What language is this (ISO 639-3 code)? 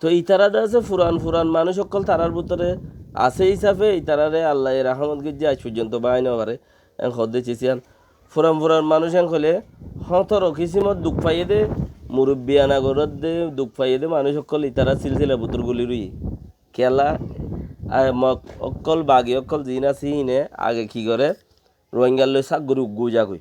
rhg